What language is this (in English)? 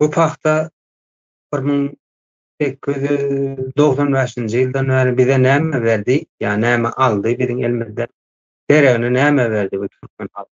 Turkmen